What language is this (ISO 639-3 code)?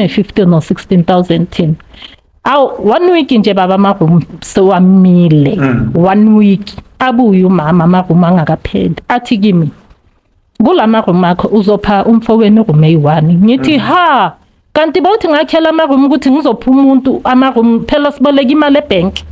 zul